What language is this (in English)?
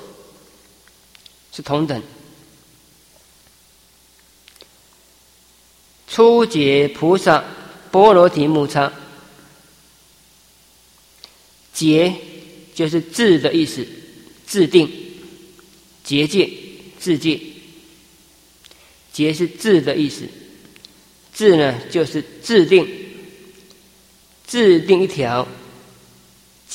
Chinese